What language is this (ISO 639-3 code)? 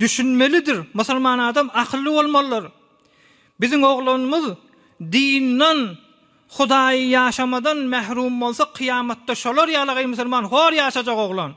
tuk